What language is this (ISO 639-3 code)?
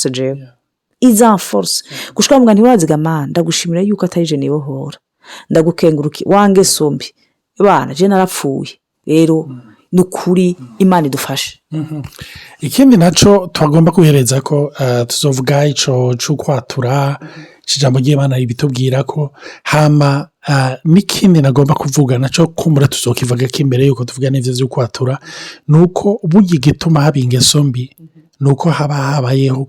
run